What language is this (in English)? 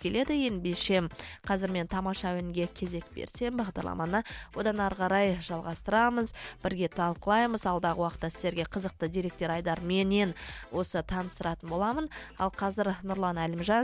Kazakh